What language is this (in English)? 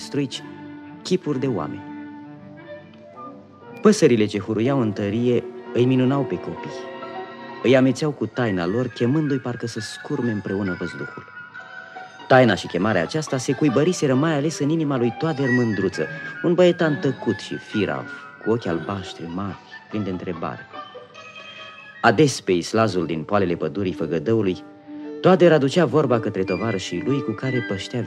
Romanian